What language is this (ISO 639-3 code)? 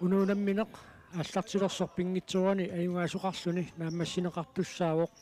kal